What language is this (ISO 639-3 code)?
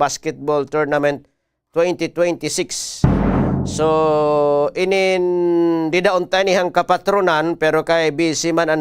war